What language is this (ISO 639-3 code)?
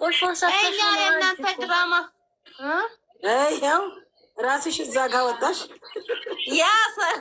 amh